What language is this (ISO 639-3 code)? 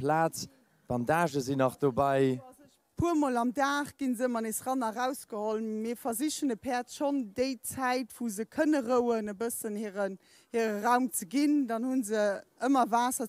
ltz